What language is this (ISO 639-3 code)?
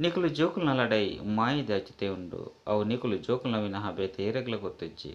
tcy